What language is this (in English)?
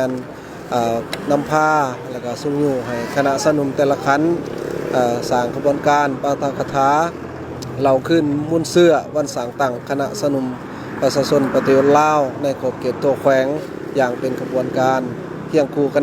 Lao